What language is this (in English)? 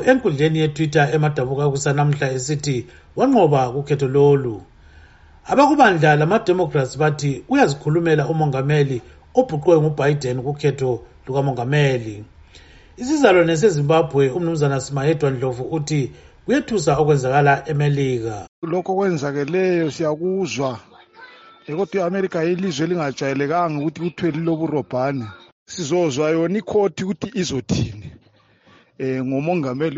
North Ndebele